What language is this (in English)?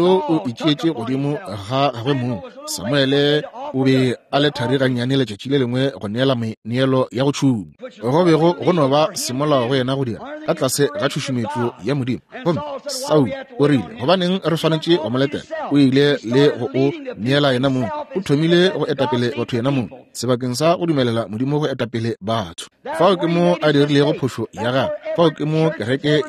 Northern Sotho